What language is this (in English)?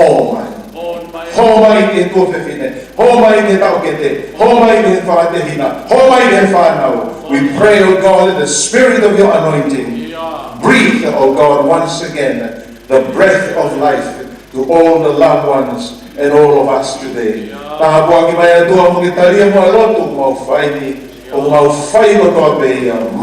Tongan